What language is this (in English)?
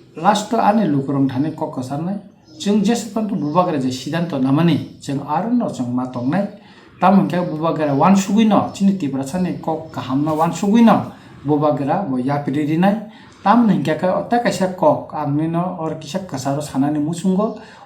Kok Borok